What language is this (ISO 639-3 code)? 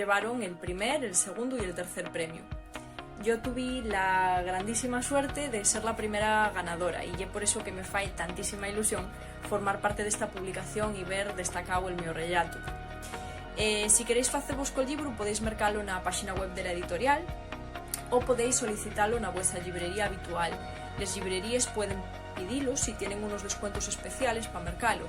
ast